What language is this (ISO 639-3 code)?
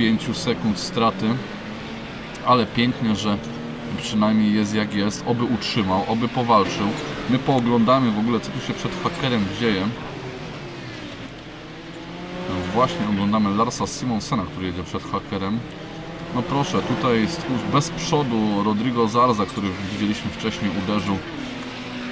pol